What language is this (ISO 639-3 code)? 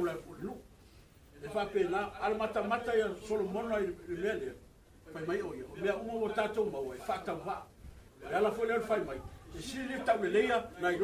smo